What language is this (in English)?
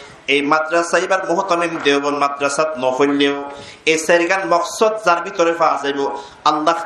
Rohingya